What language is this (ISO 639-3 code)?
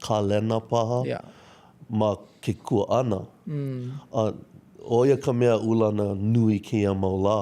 haw